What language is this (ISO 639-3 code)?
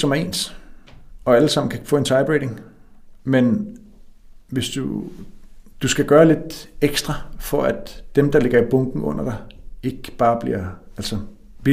dan